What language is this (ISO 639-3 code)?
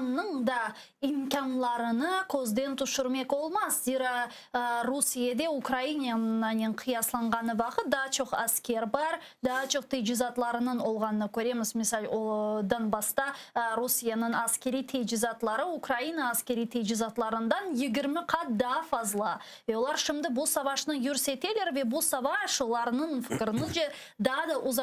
crh